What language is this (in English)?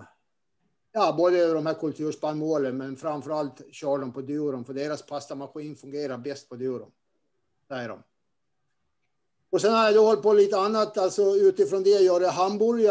Swedish